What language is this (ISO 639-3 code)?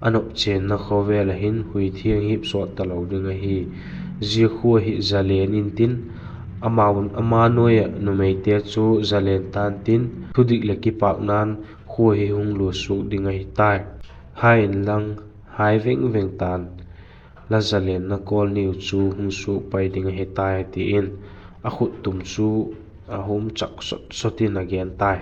vap